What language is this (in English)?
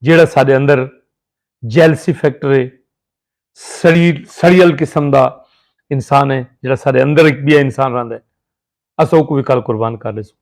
Saraiki